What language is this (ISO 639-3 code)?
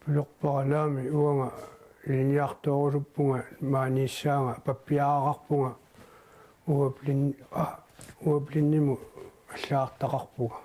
kal